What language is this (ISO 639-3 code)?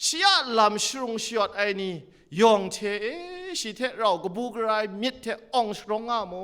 kac